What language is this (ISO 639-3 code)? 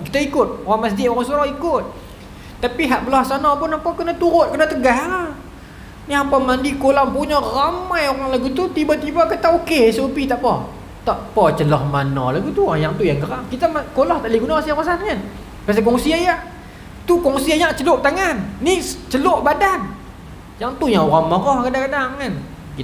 msa